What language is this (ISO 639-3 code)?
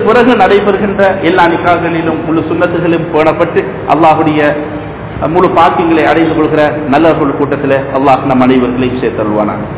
tam